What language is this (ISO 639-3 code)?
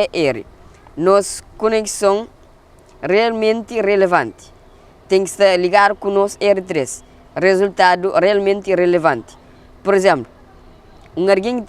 kea